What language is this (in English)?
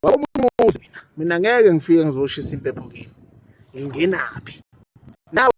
Zulu